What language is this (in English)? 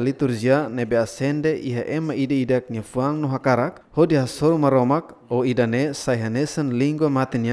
Tetum